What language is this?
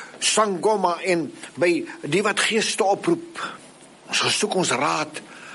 Afrikaans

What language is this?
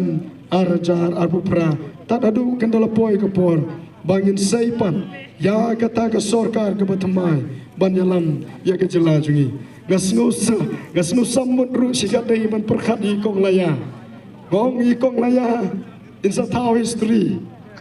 Khasi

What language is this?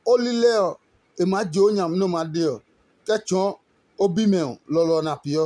Adangme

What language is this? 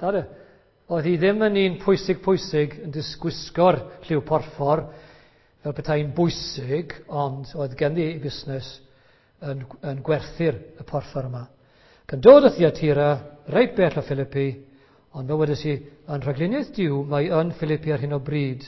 Welsh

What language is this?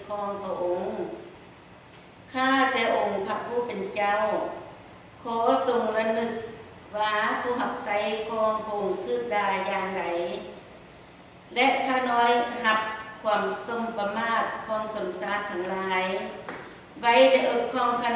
Lao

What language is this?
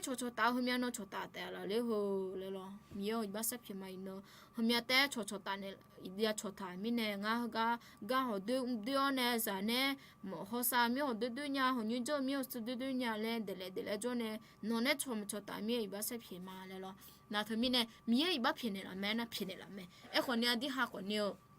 Akha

